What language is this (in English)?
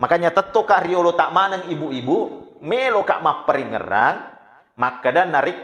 Buginese